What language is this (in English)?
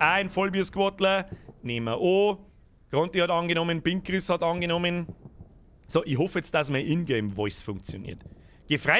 Bavarian